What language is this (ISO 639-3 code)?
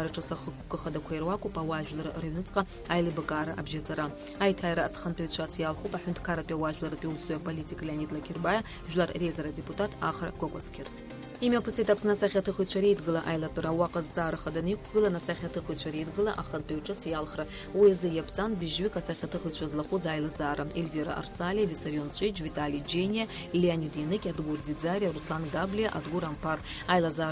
abk